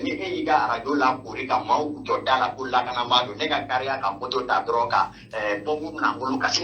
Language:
Bambara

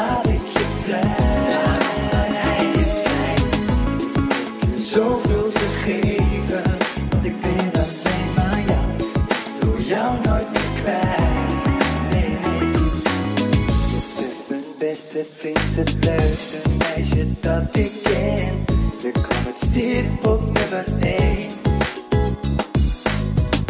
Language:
Dutch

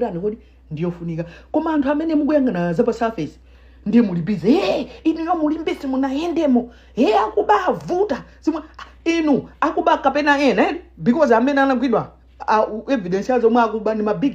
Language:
Nyanja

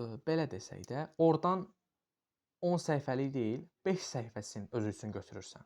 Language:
Azerbaijani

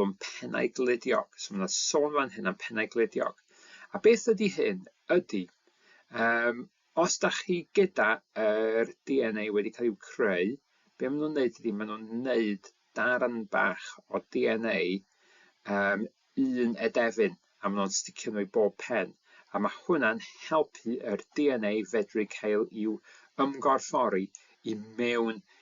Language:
Welsh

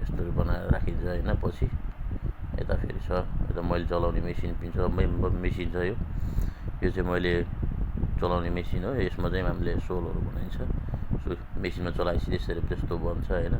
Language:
Nepali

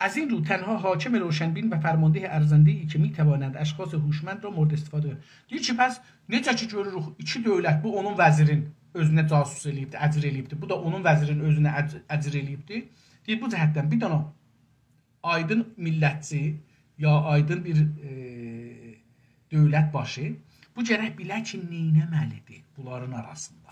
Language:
South Azerbaijani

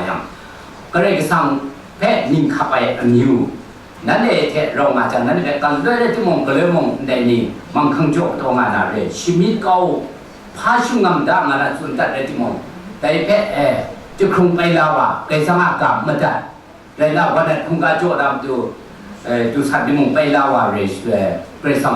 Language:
Kachin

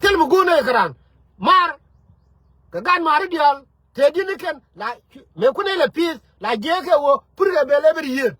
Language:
Nuer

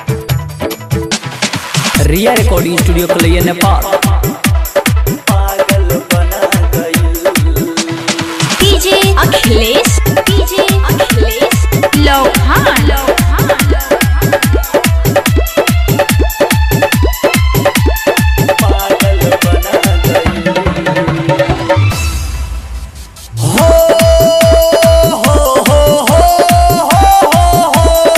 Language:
Bhojpuri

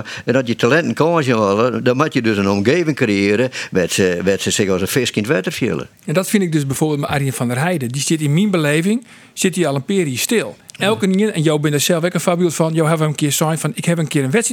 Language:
Western Frisian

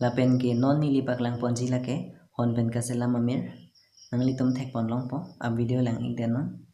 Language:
Karbi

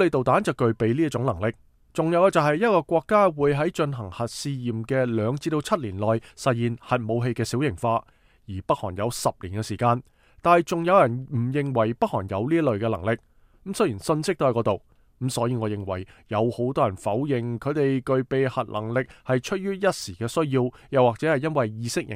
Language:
Cantonese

